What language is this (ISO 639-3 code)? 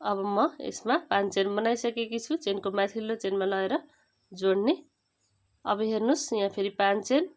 nep